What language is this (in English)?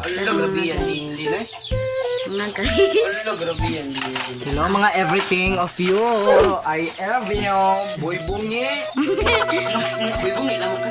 Cebuano